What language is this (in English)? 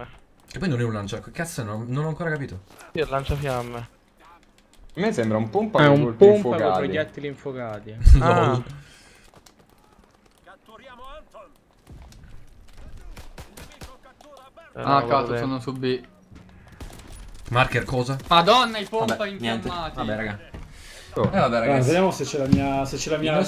Italian